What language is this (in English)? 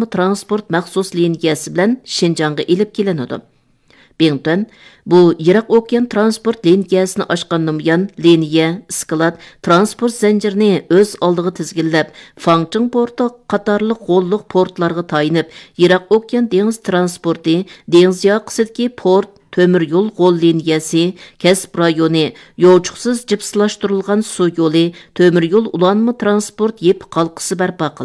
Uyghur